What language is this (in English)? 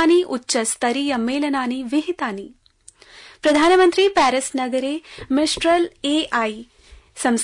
Sanskrit